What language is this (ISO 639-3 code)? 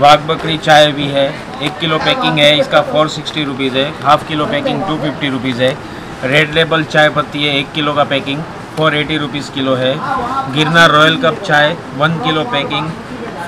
hin